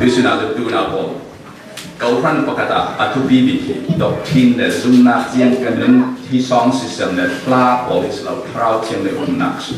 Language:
Falam Chin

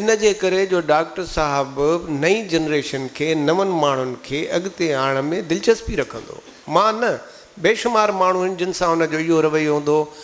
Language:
Sindhi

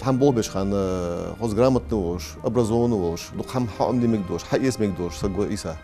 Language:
Ingush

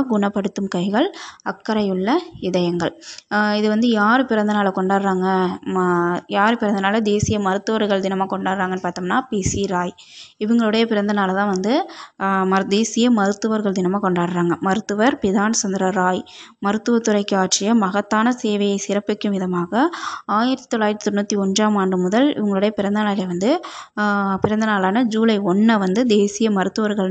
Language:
Tamil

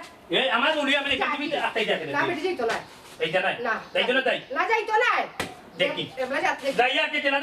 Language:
Sylheti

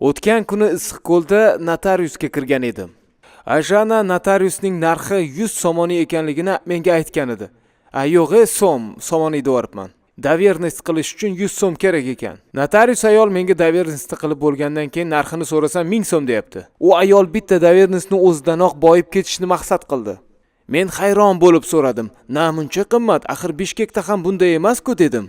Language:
Uzbek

